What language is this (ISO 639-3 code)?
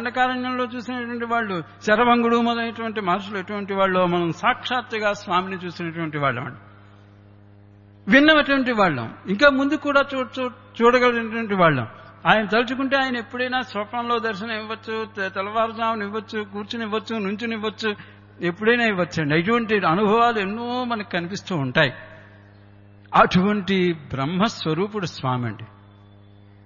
tel